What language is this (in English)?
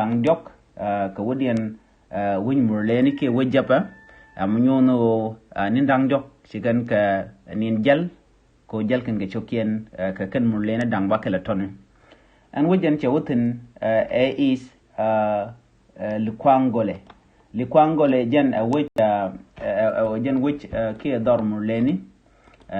Nuer